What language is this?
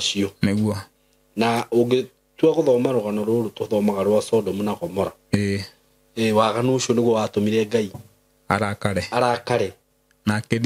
Kikuyu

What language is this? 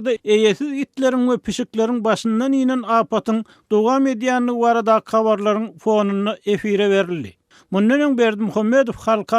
Turkmen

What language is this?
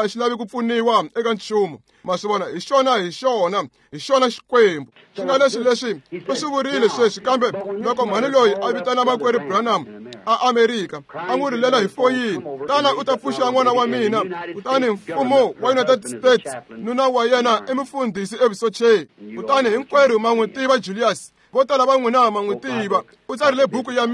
Tsonga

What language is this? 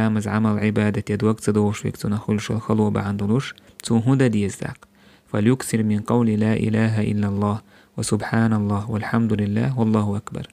Chechen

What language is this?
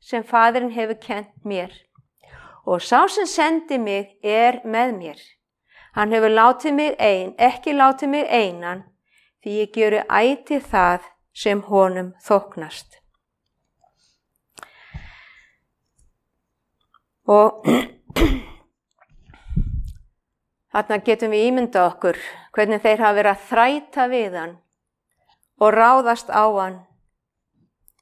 Icelandic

